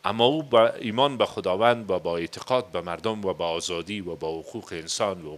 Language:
Persian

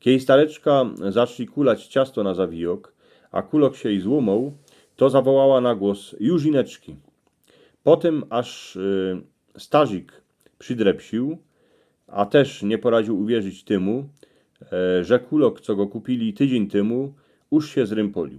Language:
Silesian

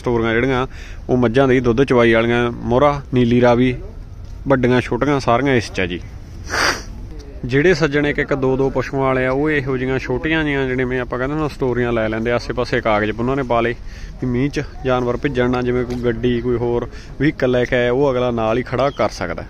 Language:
Punjabi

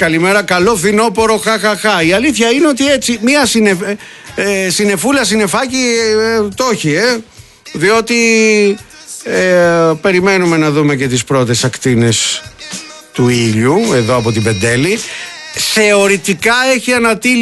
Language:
Greek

